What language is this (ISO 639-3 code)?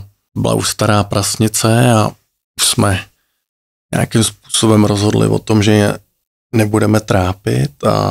ces